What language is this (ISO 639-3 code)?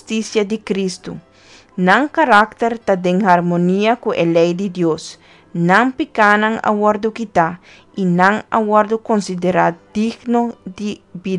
pap